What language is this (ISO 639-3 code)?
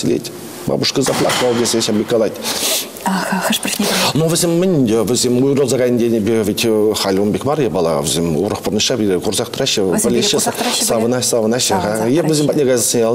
chv